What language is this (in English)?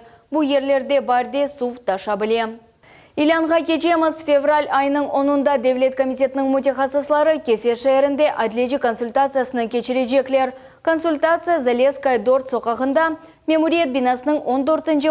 Crimean Tatar